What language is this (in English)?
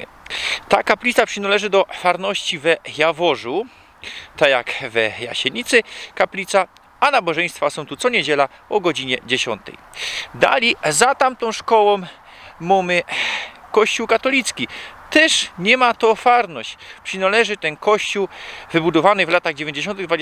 Silesian